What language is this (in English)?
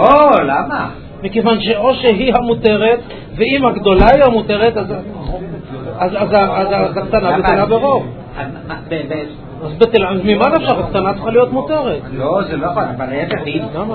Hebrew